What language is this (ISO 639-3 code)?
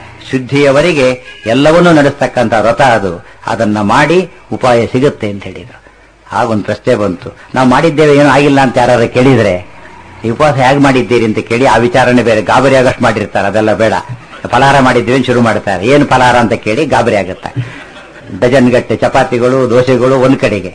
kan